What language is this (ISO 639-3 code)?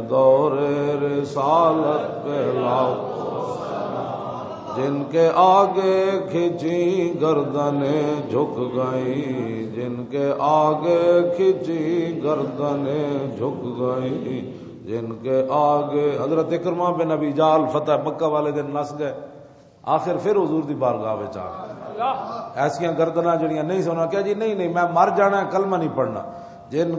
lah